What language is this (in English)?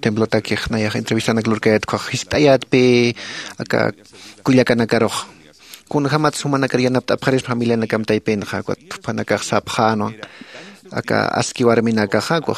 Aymara